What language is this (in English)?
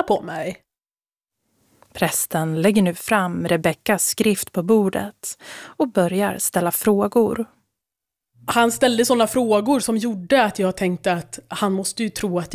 Swedish